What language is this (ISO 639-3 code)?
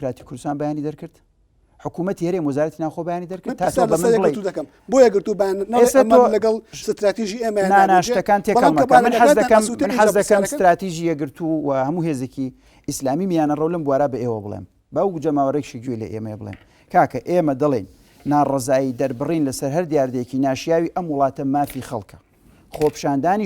ckb